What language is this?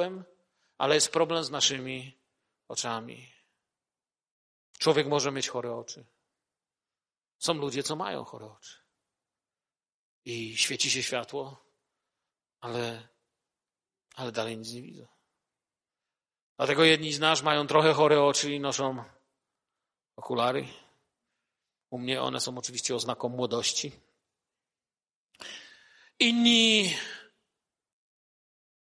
Polish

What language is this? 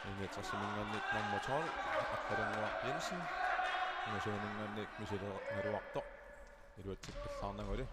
Kalaallisut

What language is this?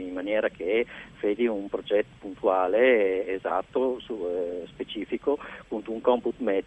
Friulian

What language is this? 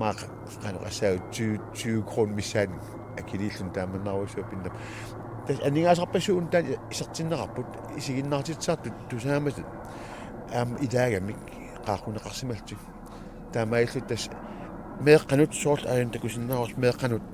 Kalaallisut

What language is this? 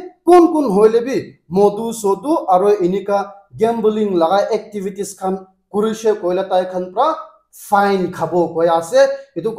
Naga Pidgin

